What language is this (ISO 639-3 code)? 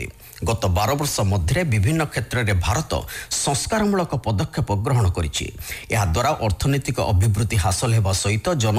ori